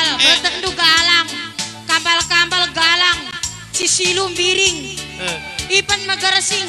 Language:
Batak Karo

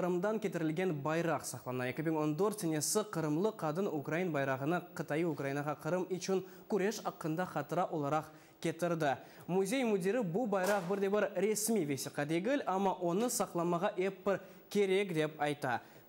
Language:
Crimean Tatar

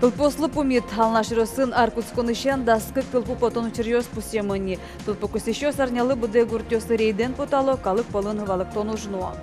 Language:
Udmurt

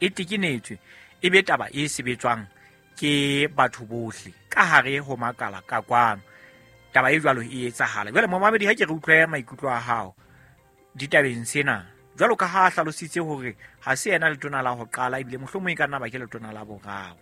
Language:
Southern Sotho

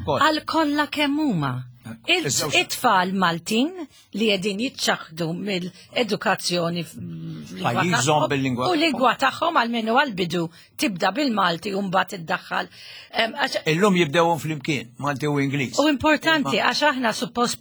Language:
Maltese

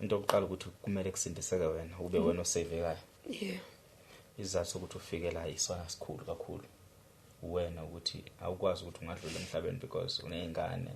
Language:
Zulu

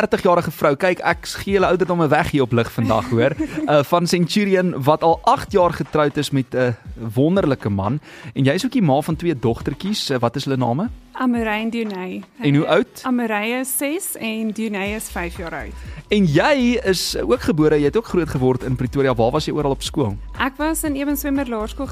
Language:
Afrikaans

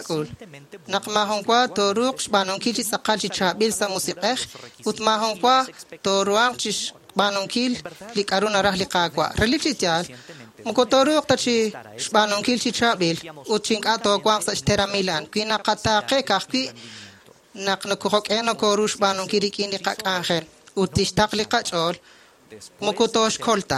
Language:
Kekchí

